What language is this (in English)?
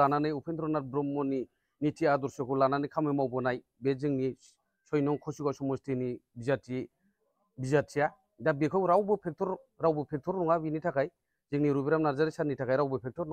Bodo